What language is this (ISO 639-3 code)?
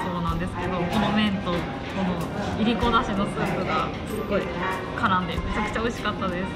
jpn